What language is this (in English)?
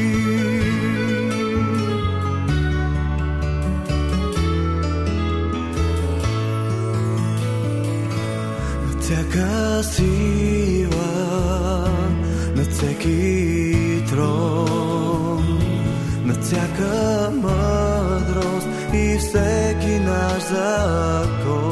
Bulgarian